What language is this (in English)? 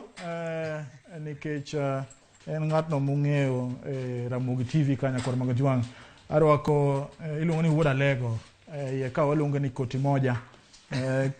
Luo (Kenya and Tanzania)